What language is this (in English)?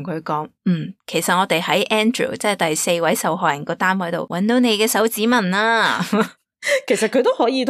Cantonese